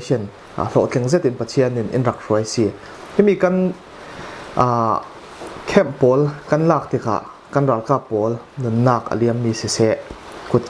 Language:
Falam Chin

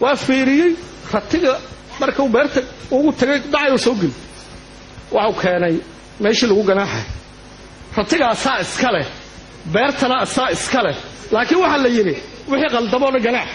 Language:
Somali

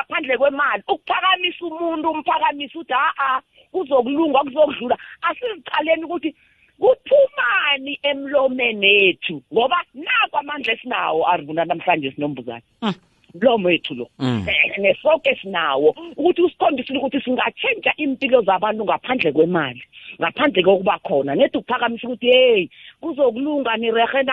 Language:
South Ndebele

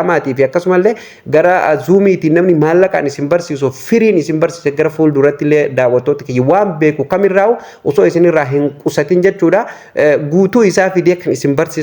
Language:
Oromo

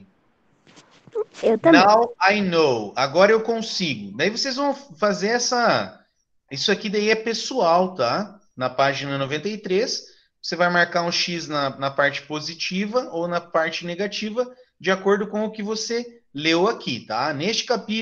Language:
Portuguese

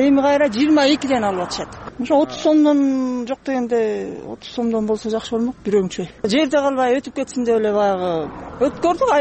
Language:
Kyrgyz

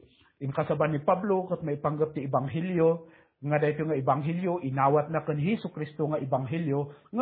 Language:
Iloko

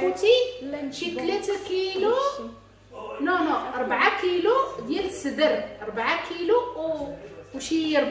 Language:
Moroccan Arabic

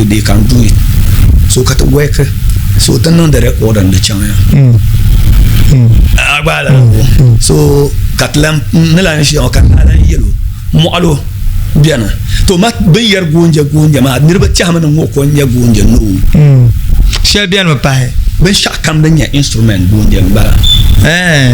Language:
Dagbani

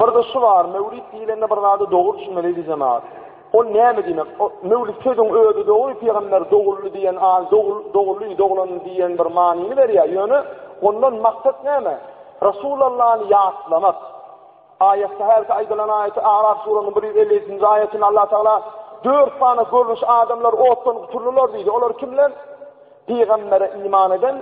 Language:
Turkmen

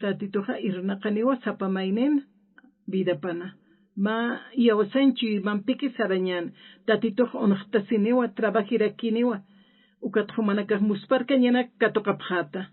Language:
Aymara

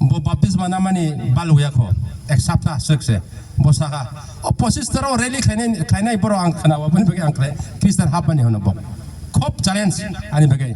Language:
Kok Borok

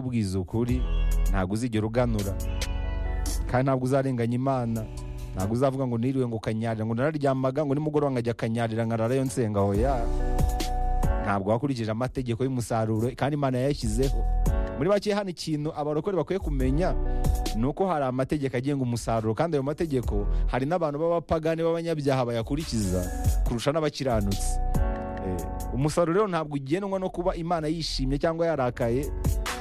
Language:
Kinyarwanda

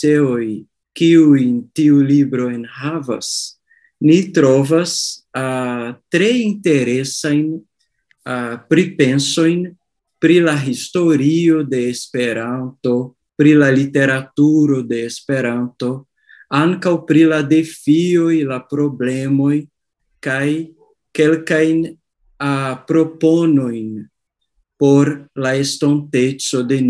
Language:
Esperanto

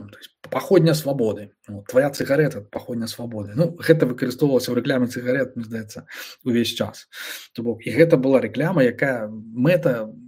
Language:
Belarusian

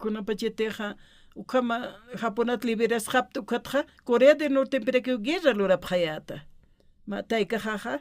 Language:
Aymara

